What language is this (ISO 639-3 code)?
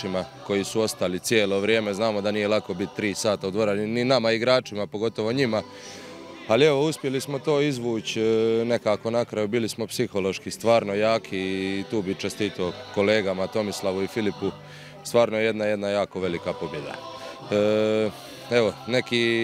hrv